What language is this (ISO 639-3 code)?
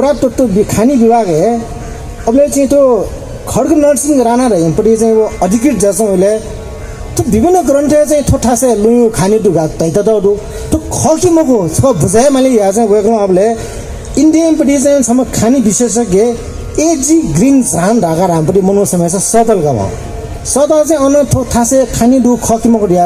new